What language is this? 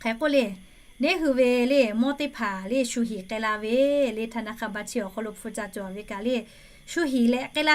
Lahu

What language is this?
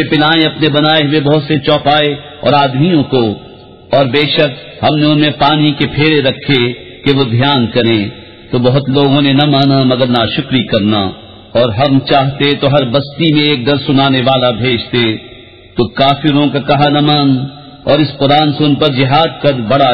Urdu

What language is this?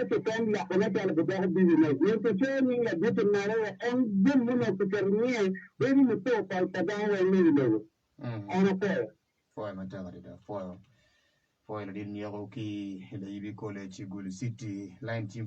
Acoli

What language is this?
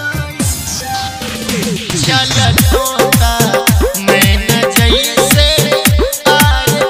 Bhojpuri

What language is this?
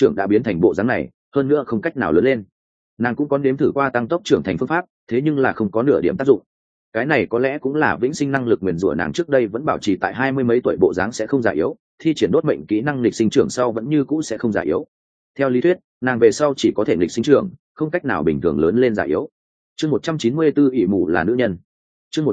Vietnamese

